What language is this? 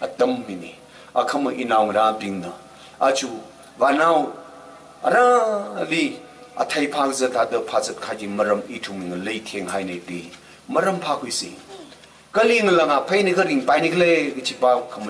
Tangkhul Naga (India)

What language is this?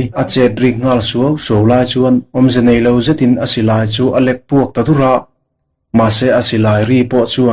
Mizo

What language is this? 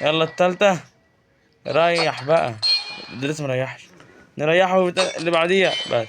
Egyptian Arabic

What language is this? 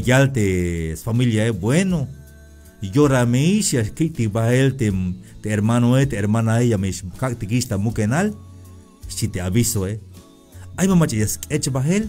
Tzeltal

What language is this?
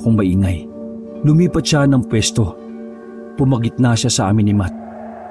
Filipino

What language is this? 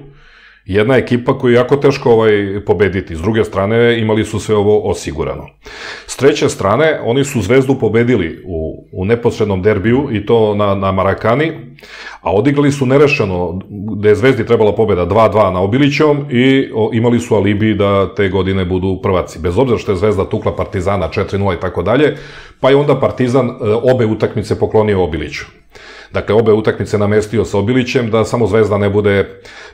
Serbian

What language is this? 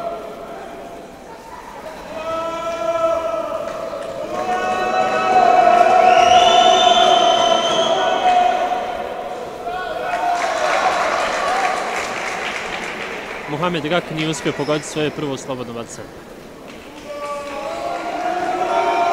Croatian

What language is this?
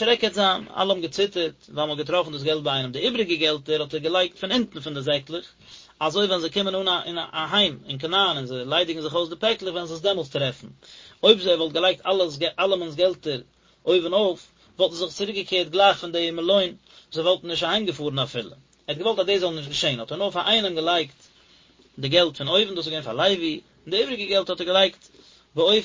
Yiddish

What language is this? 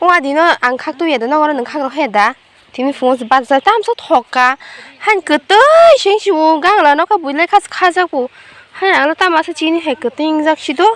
Kok Borok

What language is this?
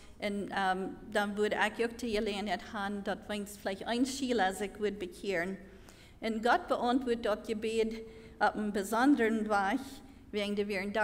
Plautdietsch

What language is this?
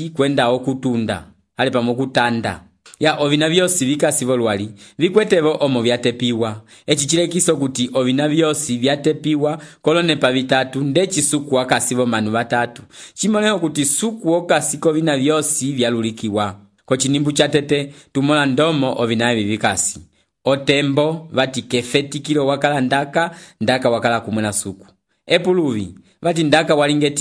Umbundu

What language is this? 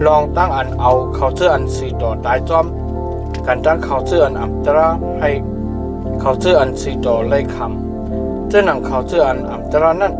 Shan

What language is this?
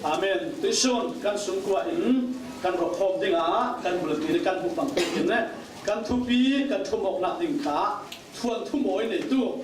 Falam Chin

